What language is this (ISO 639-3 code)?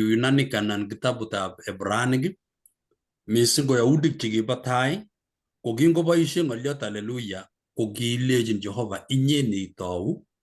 kln